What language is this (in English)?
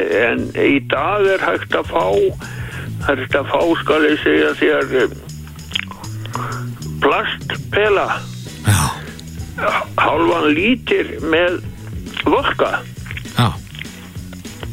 Icelandic